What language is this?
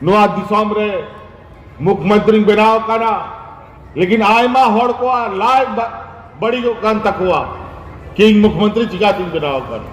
Santali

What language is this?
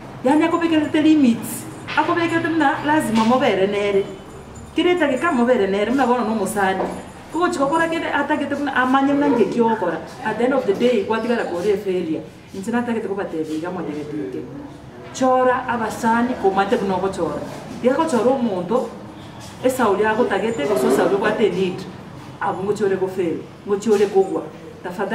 Gusii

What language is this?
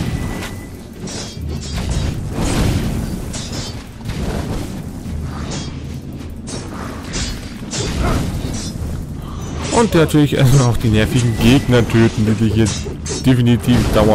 German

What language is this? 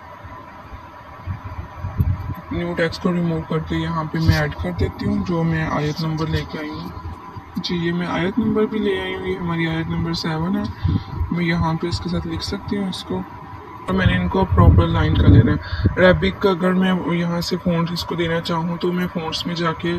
Hindi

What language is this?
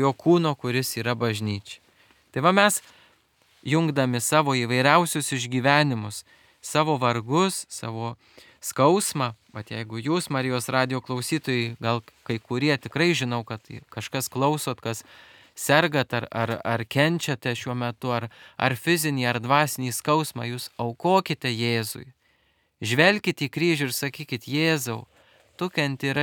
Lithuanian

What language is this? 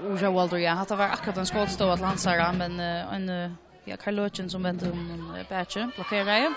Faroese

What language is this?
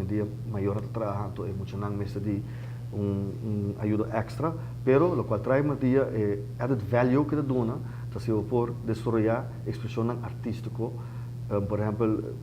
Papiamento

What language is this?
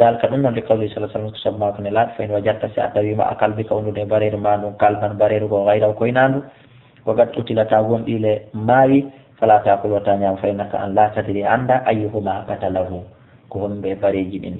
Fula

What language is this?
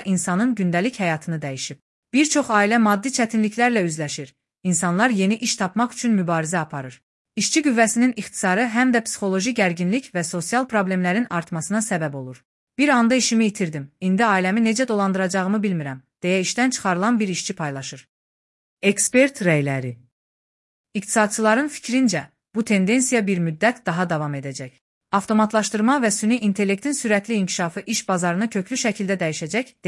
Azerbaijani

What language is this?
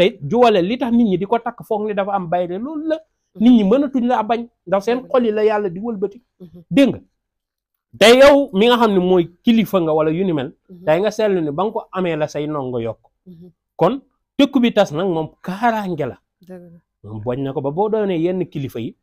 Wolof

